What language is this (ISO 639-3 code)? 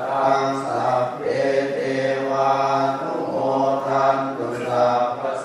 pli